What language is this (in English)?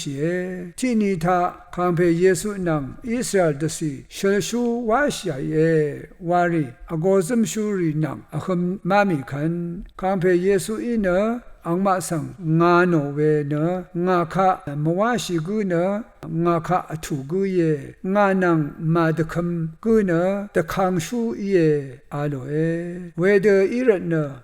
Rawang